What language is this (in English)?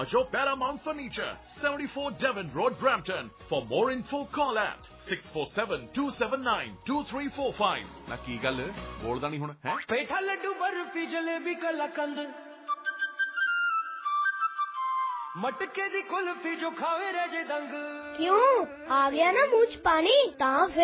Punjabi